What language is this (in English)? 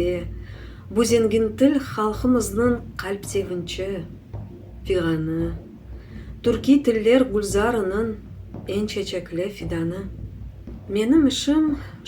Crimean Tatar